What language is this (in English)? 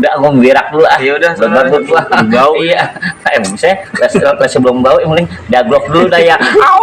Betawi